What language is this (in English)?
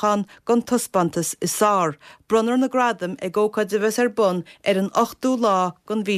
Irish